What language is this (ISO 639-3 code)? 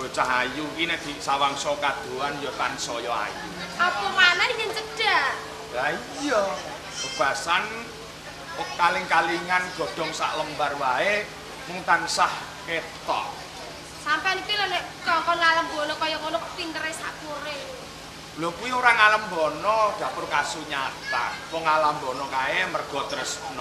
jav